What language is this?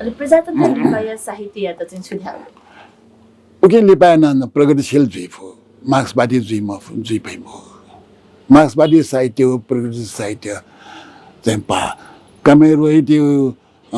Newari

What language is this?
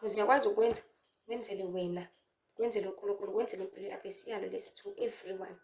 Zulu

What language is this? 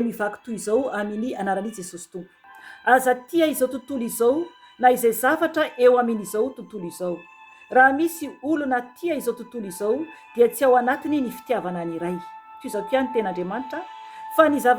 Malagasy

